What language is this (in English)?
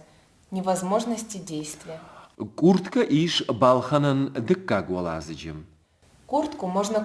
Ossetic